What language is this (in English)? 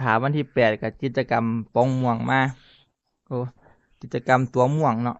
Northeastern Thai